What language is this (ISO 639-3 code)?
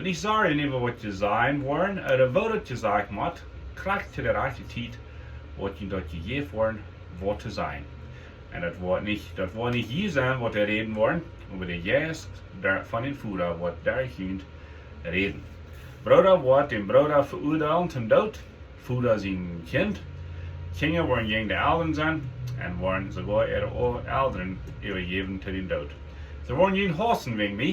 pdt